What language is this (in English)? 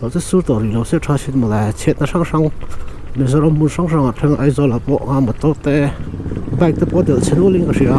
Mizo